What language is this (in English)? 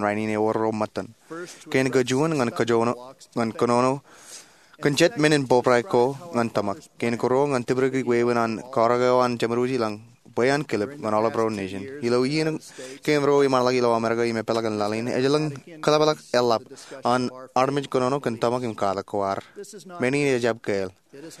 Marshallese